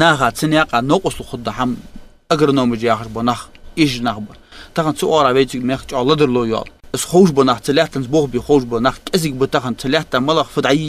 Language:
Ingush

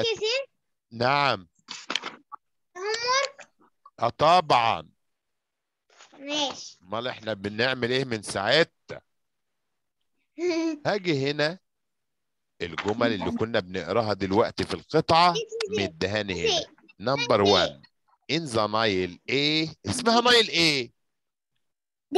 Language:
Egyptian Arabic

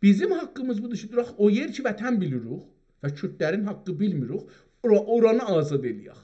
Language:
South Azerbaijani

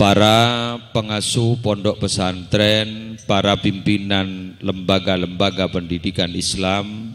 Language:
Madurese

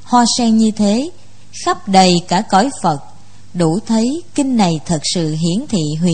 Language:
Vietnamese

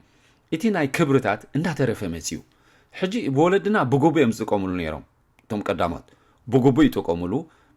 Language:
Tigrinya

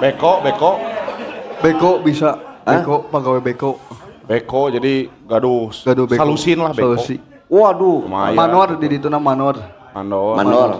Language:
Sundanese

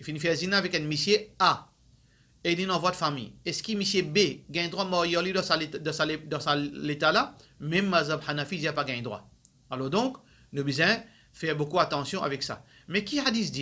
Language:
Morisyen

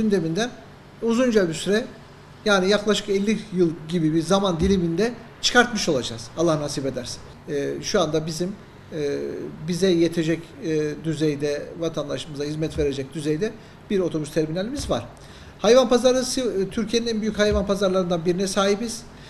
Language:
Turkish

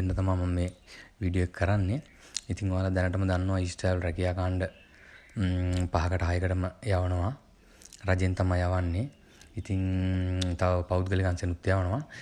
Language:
Sinhala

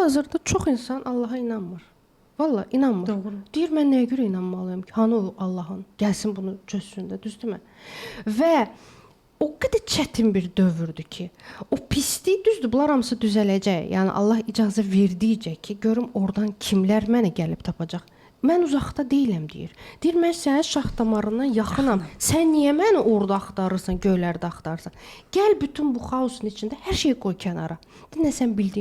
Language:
Azerbaijani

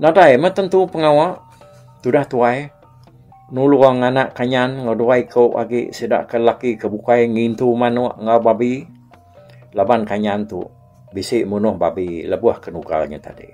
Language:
Iban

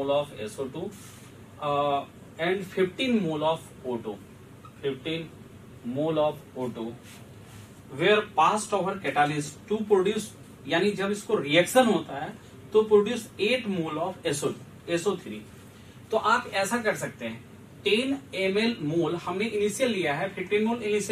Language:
Hindi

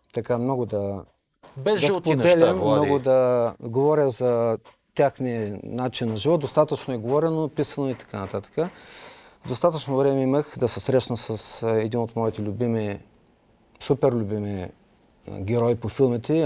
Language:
Bulgarian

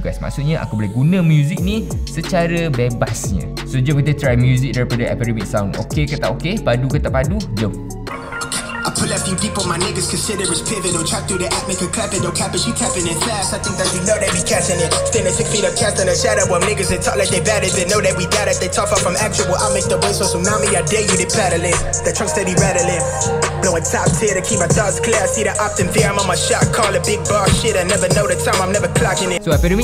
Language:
Malay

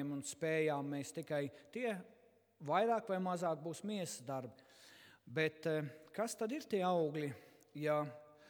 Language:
Latvian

